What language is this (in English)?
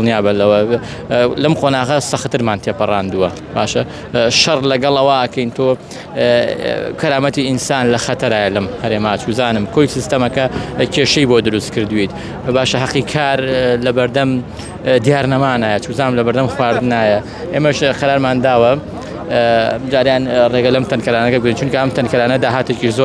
Central Kurdish